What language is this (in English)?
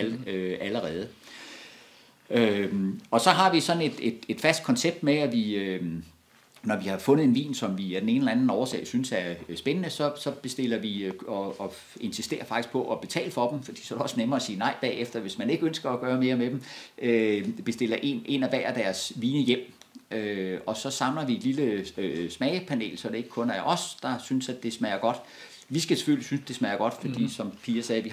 Danish